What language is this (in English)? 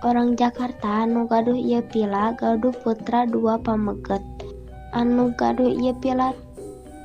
Sundanese